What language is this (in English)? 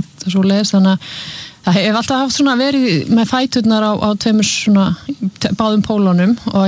Icelandic